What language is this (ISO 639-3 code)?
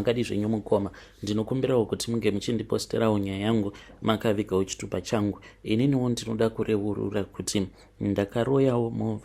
sna